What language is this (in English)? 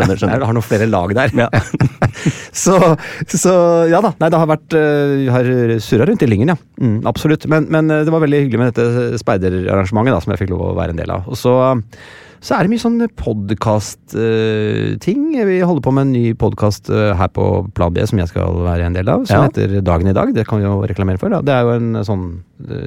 Norwegian